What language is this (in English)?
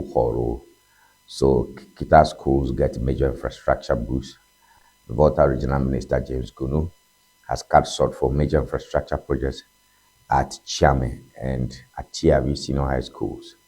Ewe